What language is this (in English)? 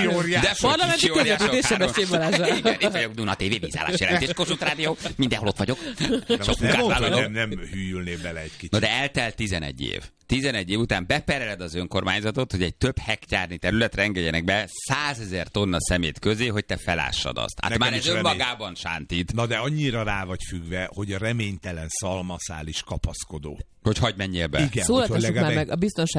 Hungarian